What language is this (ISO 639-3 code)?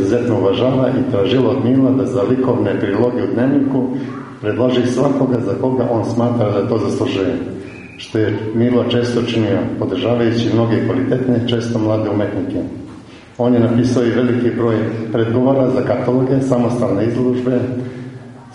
srp